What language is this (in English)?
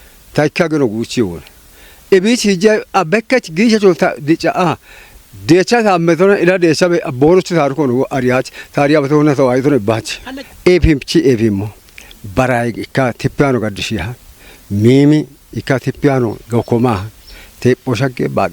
Kafa